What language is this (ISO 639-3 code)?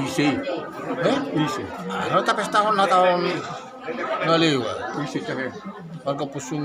bbc